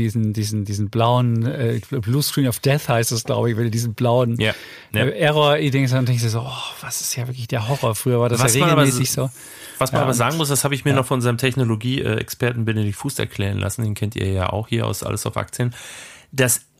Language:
German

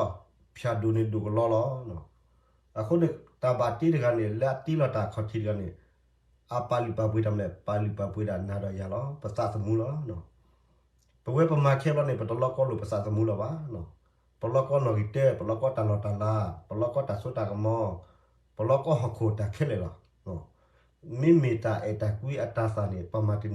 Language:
S'gaw Karen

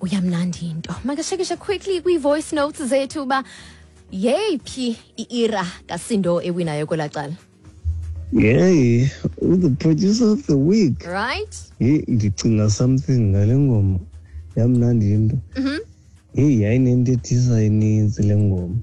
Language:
Xhosa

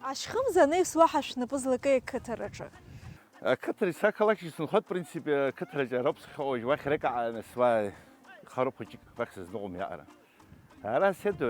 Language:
Abkhazian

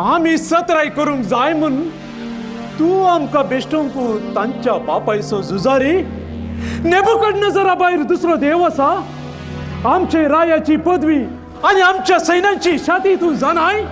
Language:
Konkani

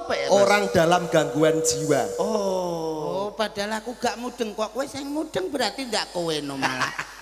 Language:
Javanese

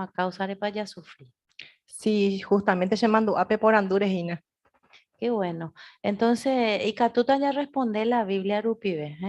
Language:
Guarani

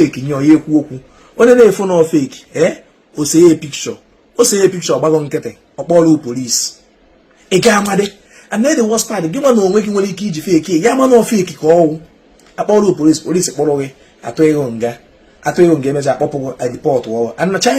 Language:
Igbo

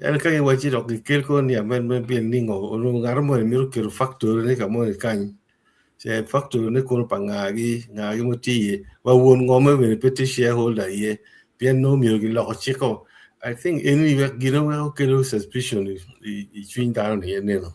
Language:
Acoli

